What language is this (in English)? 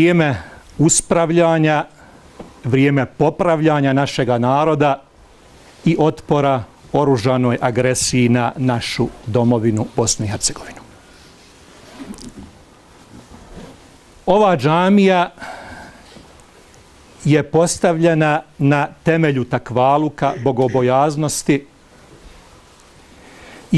Bosnian